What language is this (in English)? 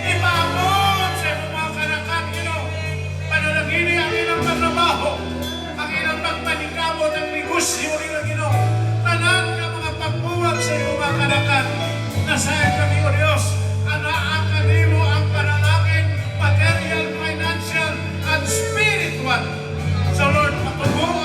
Cebuano